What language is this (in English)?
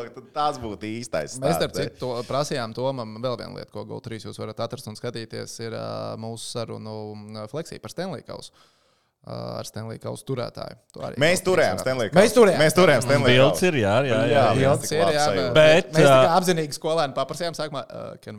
Latvian